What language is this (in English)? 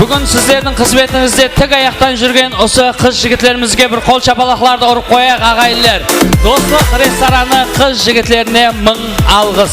Kara-Kalpak